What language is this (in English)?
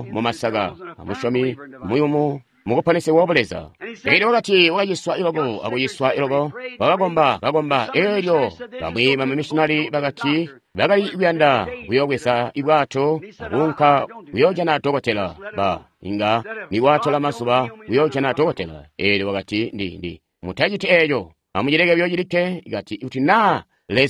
Tonga (Zambia)